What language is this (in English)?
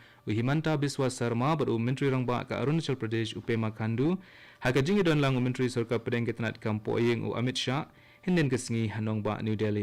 Khasi